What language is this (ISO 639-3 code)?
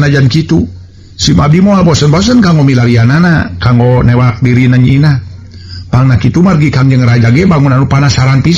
sun